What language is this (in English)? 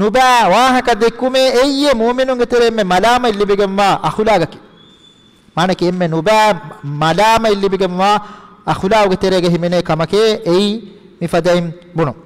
Divehi